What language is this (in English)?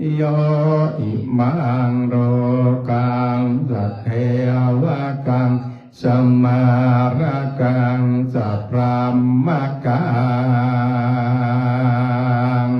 Pali